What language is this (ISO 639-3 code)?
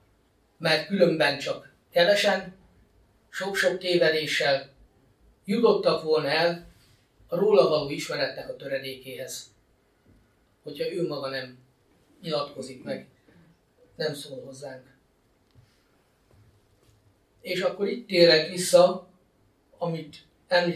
hun